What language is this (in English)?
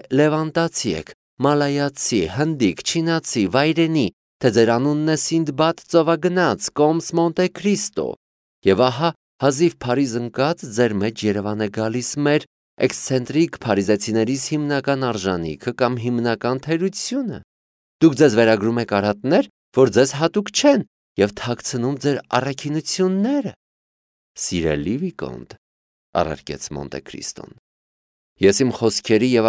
Armenian